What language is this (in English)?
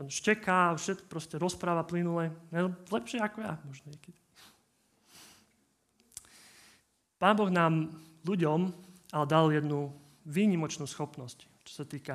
Slovak